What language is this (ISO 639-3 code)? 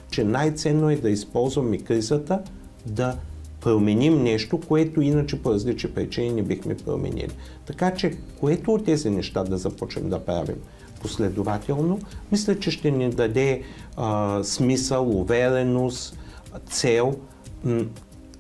bul